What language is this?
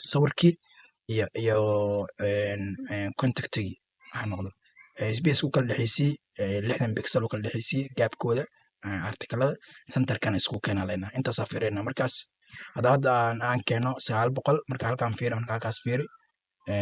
Somali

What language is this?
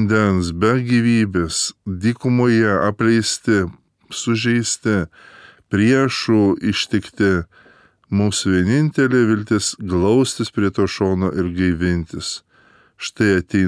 Lithuanian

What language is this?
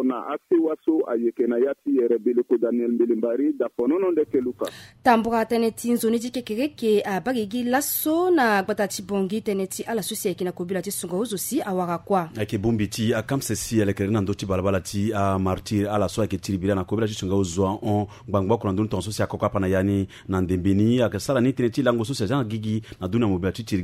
Sango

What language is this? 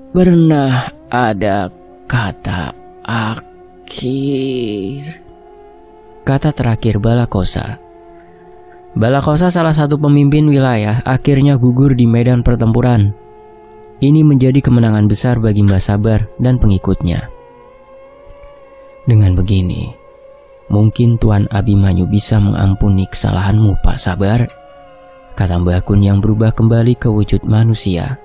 Indonesian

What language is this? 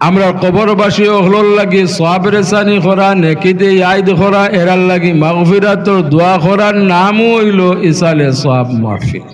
Sylheti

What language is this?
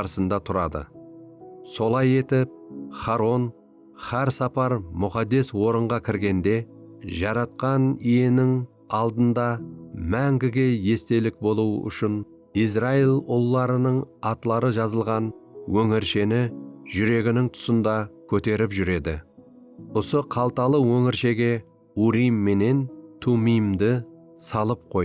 Kara-Kalpak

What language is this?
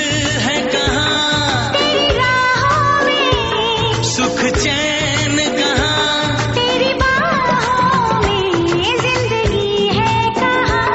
Hindi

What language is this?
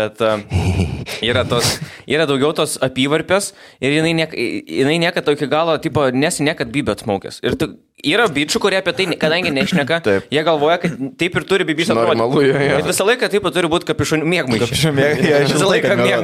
Lithuanian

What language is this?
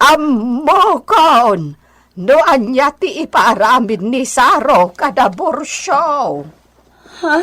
Iloko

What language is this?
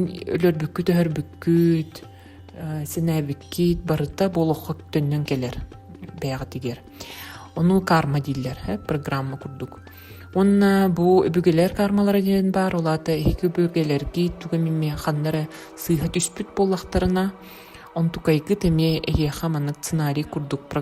Yakut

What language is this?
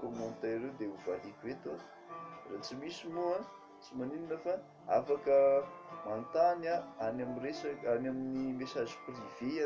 Malagasy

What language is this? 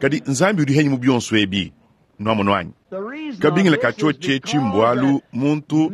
Luba-Lulua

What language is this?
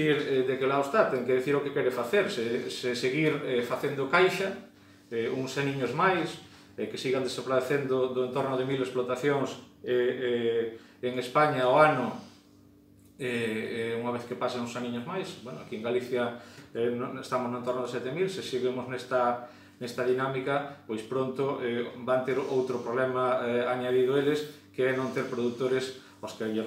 Galician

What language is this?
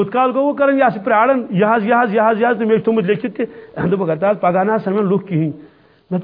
Kashmiri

